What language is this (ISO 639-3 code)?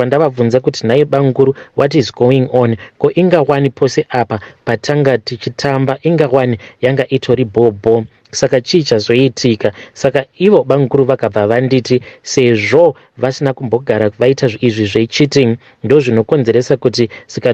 sna